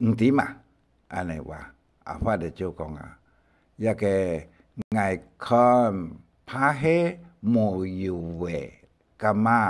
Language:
Hakka Chinese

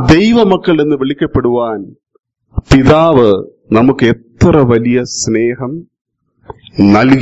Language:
Malayalam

